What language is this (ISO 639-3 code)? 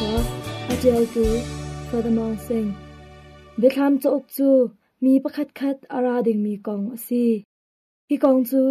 cnh